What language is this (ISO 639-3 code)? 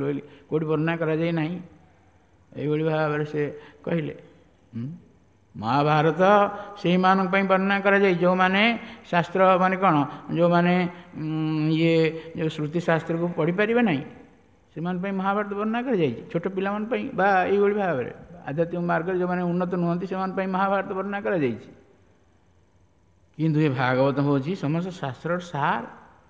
ori